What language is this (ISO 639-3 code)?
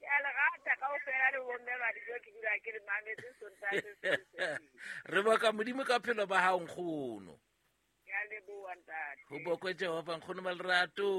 sot